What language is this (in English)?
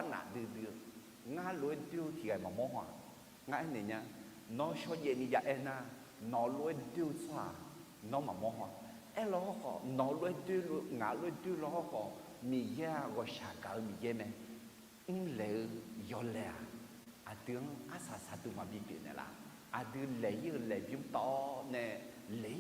Akha